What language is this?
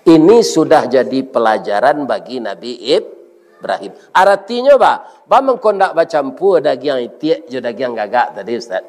Minangkabau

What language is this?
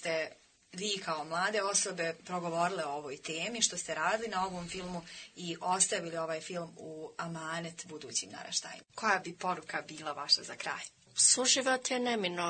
Bosnian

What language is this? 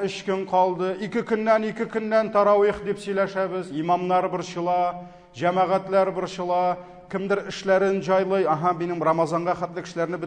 Tatar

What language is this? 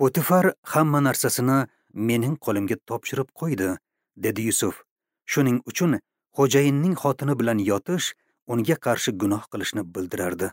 Uzbek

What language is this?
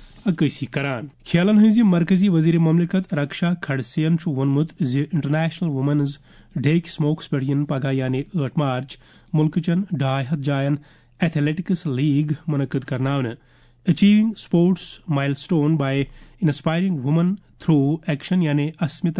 Kashmiri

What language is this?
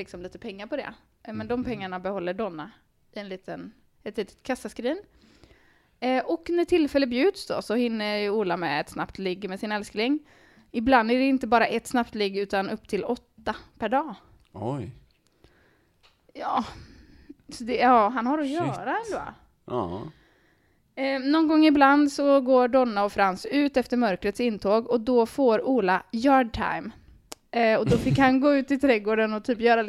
Swedish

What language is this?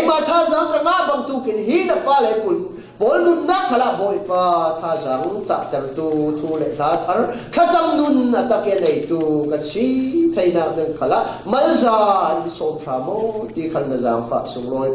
Falam Chin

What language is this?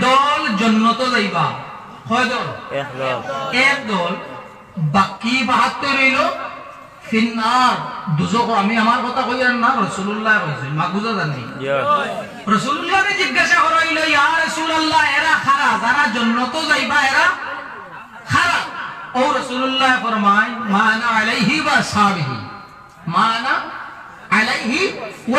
Sylheti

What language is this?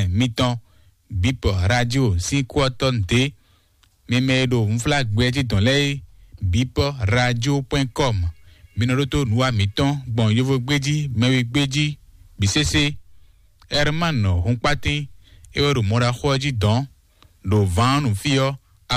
Fon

